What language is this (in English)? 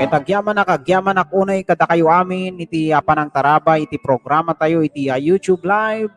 Iloko